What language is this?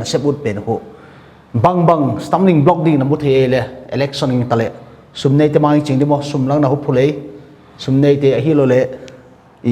Paite Chin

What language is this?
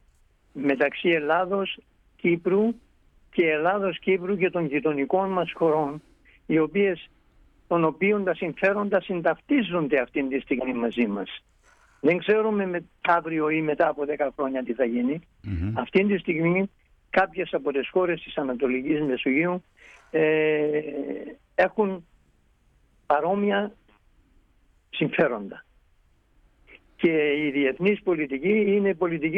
Greek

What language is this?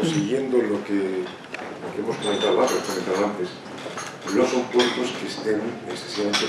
Spanish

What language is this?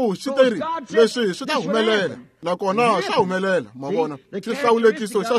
Tsonga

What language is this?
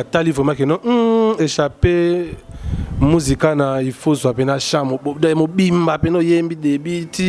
Lingala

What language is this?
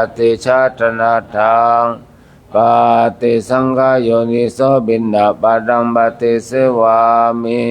Pali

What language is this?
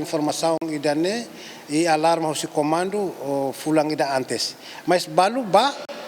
Tetum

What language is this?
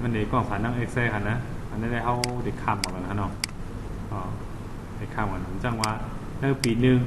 Shan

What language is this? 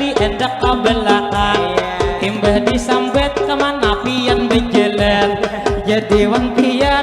Banjar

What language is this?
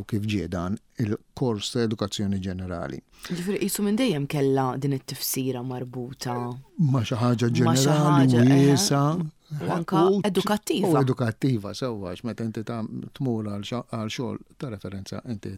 Maltese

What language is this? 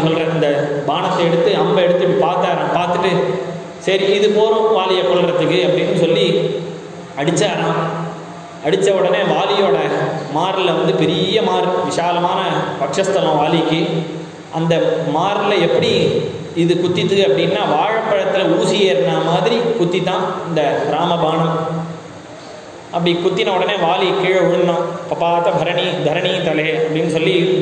Tamil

